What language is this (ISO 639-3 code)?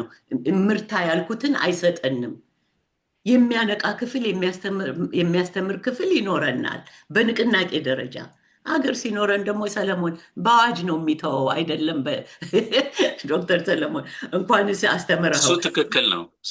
amh